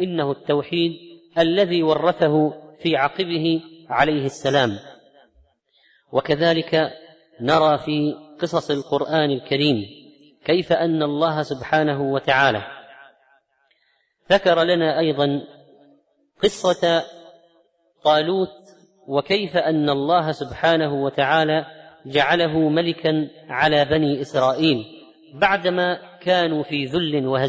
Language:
Arabic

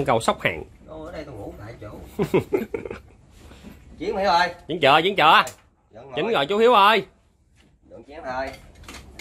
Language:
Vietnamese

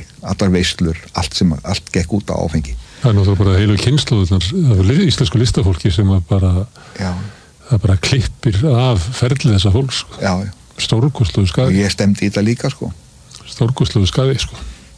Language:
Icelandic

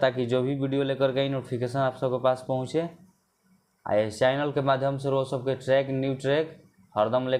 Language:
Bhojpuri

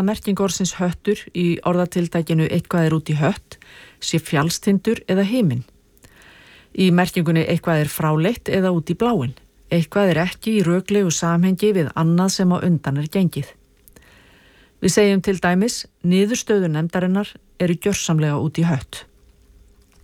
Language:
Icelandic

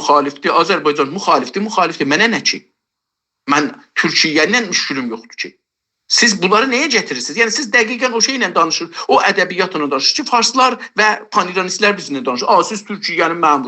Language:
South Azerbaijani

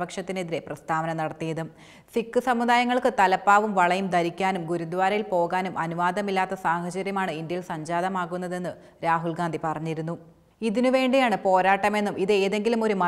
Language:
Malayalam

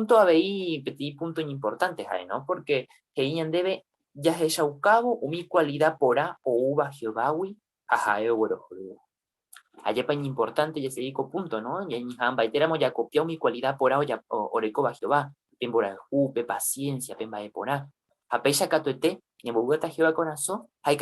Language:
Guarani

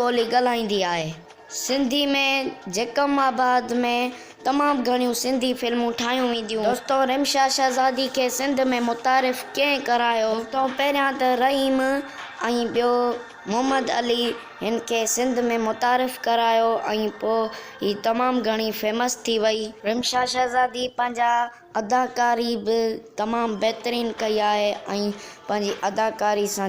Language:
Sindhi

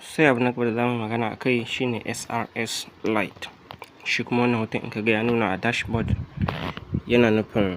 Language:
Hausa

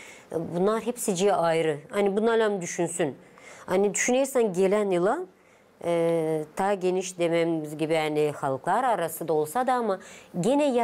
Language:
Gagauz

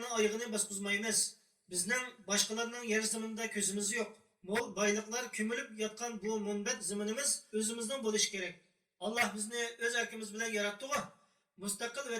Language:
Uyghur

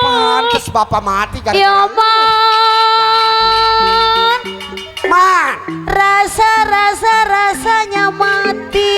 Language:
Betawi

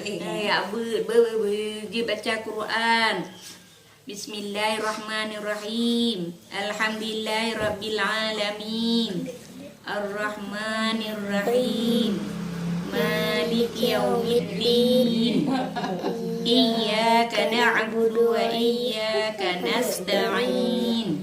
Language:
Achinese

